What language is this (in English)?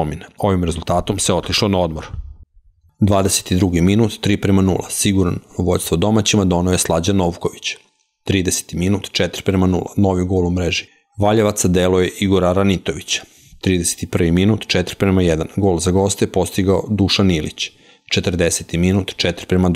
Serbian